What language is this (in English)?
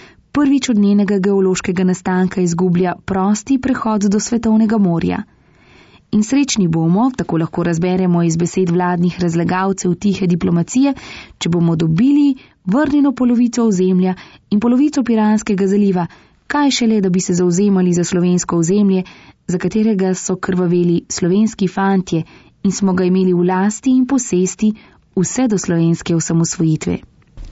Slovenian